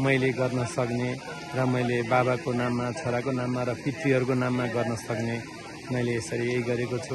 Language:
Nepali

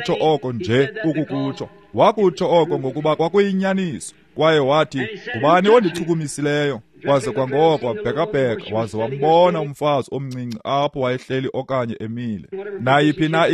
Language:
Xhosa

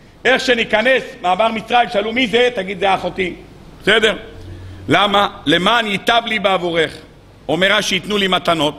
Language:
Hebrew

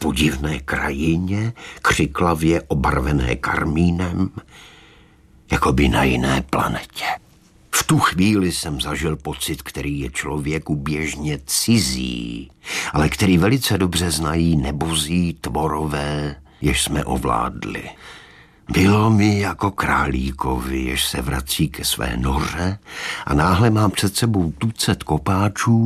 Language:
Czech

